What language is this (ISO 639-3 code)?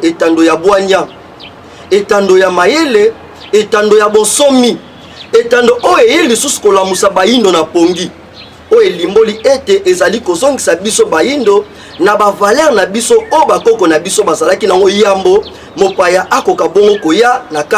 lin